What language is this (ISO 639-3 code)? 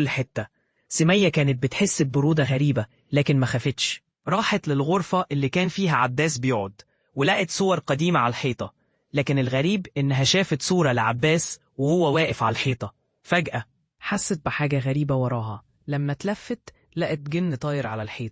arz